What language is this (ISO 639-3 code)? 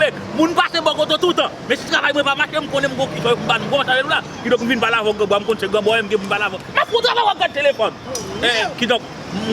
hat